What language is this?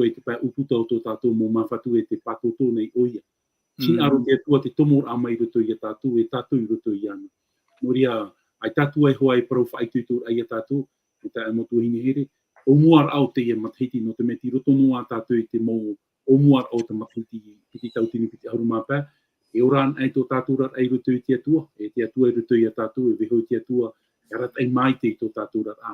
Tahitian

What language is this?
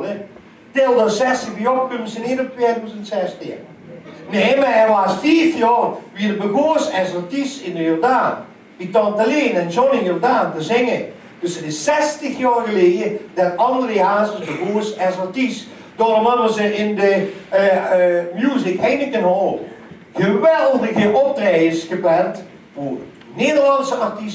Limburgish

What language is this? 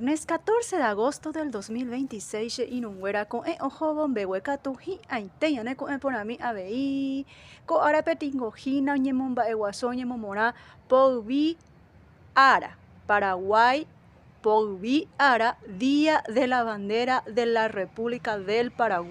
Guarani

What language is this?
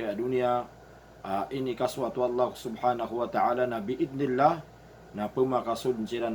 Maranao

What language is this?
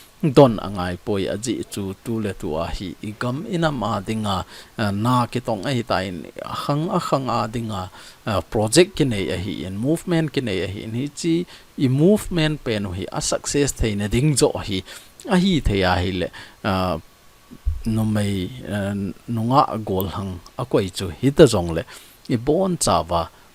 Thado Chin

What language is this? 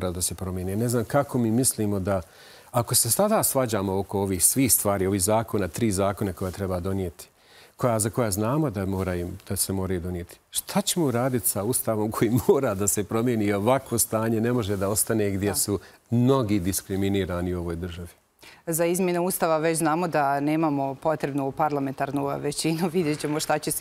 Bosnian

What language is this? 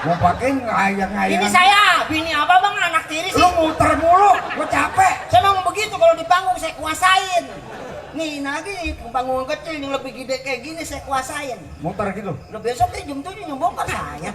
Betawi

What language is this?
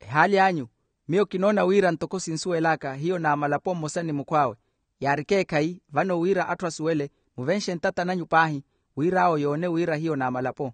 Makhuwa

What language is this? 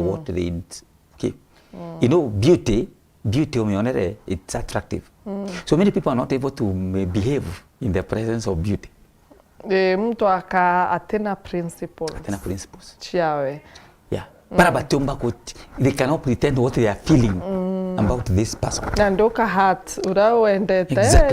Meru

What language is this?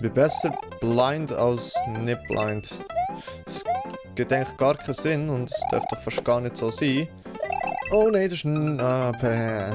Swiss German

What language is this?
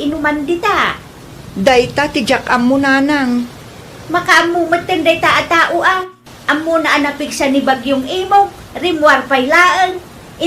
Iloko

